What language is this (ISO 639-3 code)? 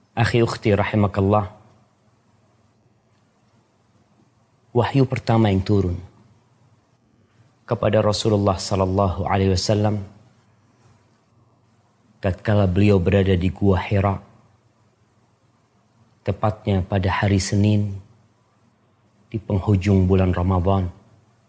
ind